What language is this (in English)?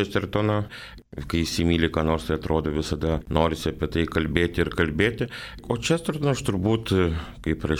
Lithuanian